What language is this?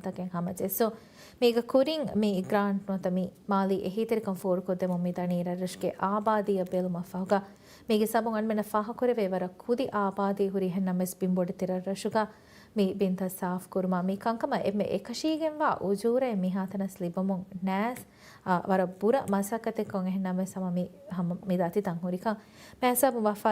Divehi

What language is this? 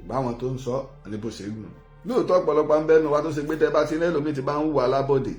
Yoruba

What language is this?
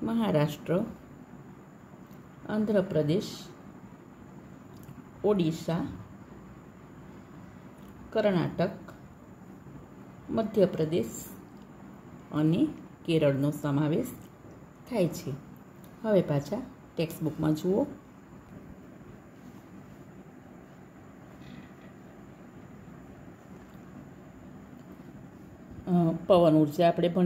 Gujarati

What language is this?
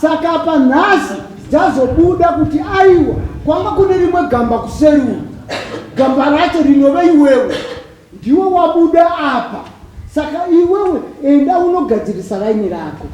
Shona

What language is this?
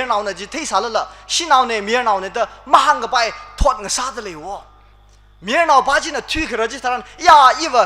Tangkhul Naga (India)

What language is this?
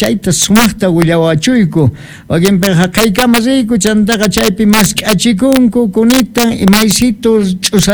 Quechua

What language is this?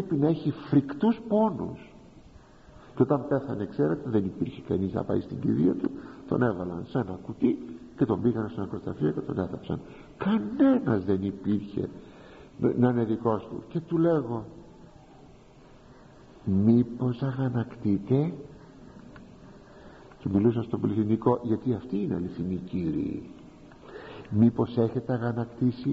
Greek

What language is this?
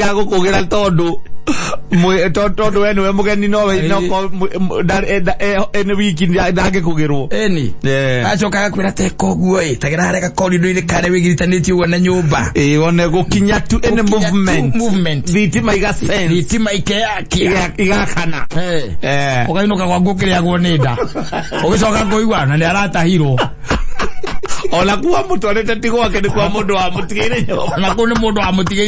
Kikuyu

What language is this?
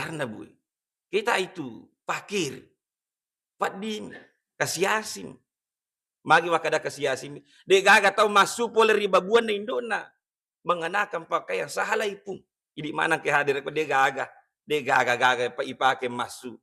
Buginese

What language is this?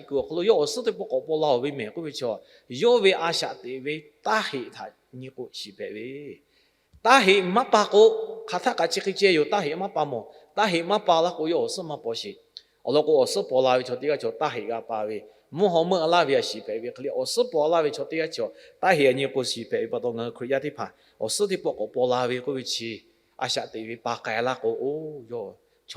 Lahu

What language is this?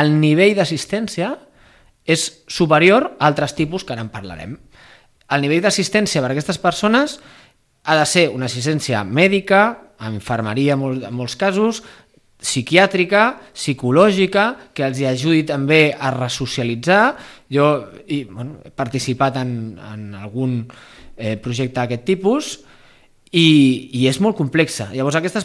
Catalan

